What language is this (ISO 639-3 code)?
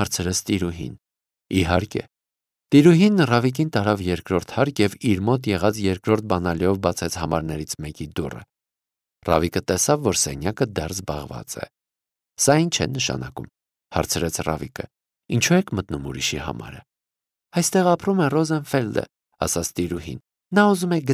hye